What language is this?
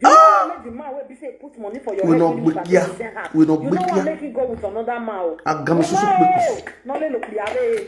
Nigerian Pidgin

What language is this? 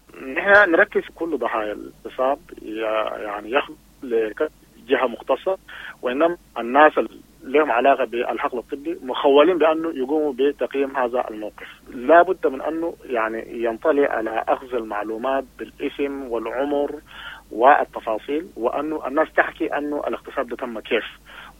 Sudanese Arabic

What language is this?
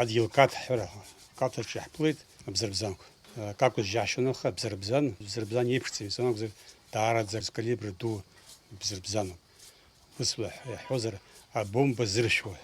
Abkhazian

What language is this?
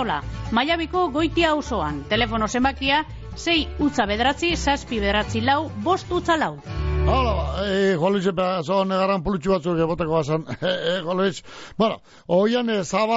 Basque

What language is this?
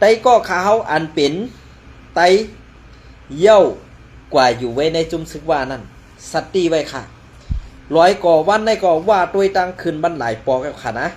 Shan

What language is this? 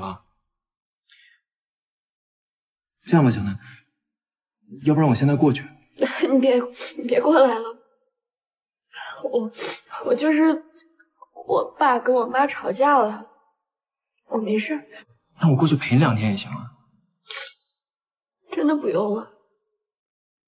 Chinese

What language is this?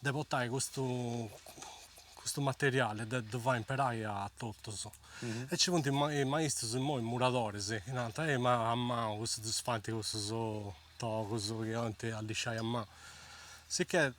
Sardinian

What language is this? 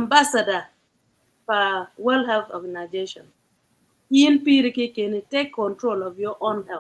Acoli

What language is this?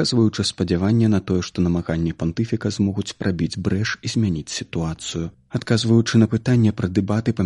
Belarusian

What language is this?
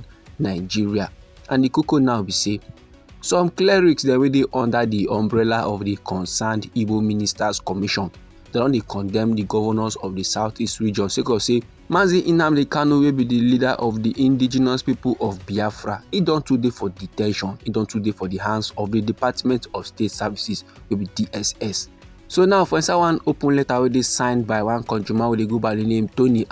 Nigerian Pidgin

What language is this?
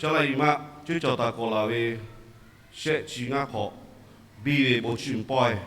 Lahu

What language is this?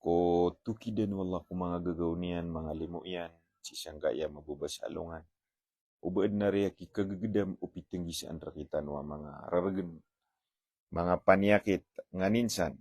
Maranao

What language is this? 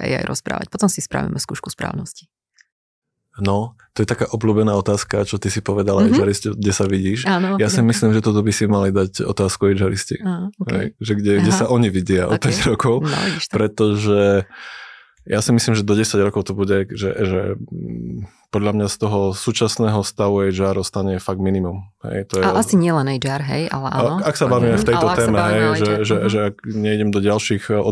Slovak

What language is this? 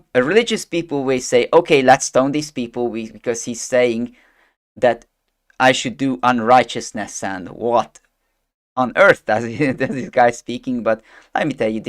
English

